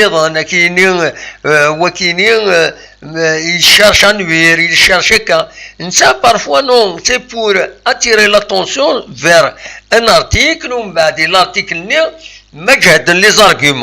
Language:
Kabyle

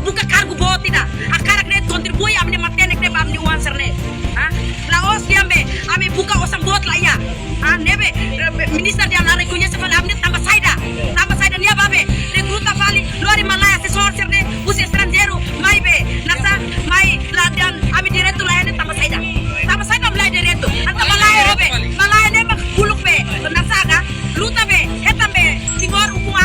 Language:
Tetum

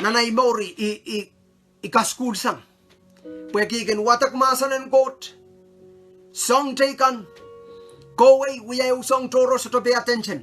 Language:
Pohnpeian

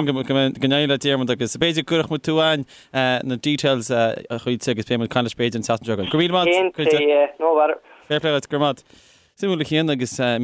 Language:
Irish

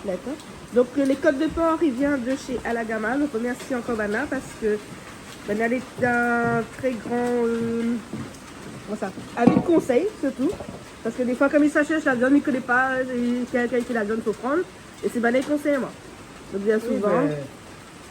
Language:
Réunion Creole French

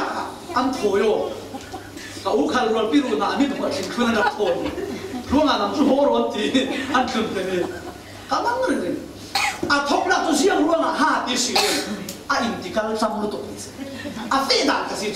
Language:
Falam Chin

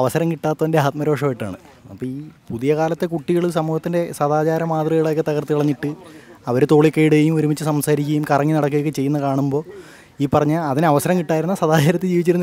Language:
Malayalam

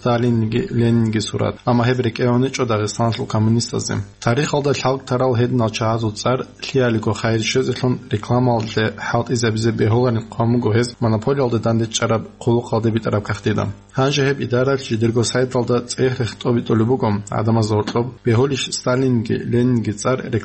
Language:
Avaric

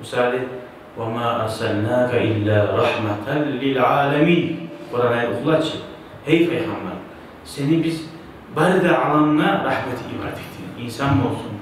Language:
Kumyk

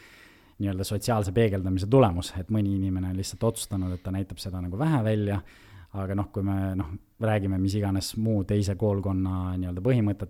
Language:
Estonian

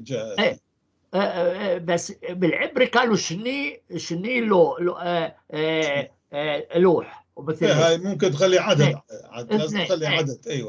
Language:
North Levantine Arabic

